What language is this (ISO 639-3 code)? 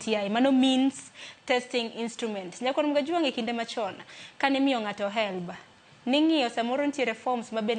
luo